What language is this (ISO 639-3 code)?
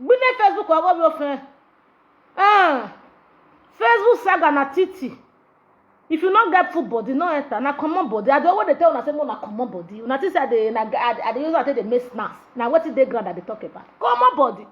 pcm